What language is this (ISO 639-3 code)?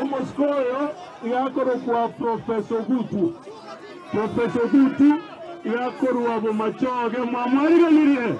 guz